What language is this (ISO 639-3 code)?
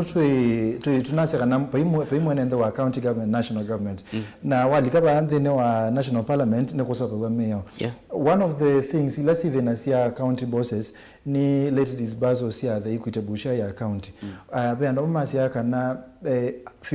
kam